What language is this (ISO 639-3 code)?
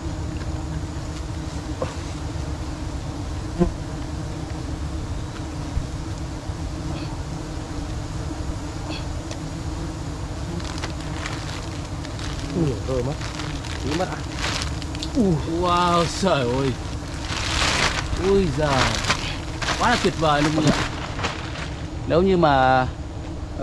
vie